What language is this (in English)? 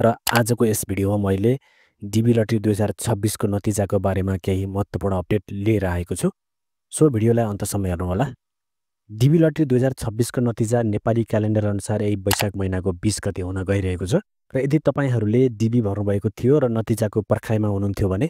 Nepali